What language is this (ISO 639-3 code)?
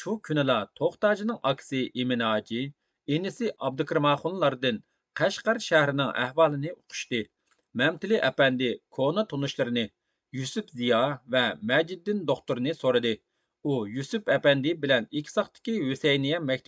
uig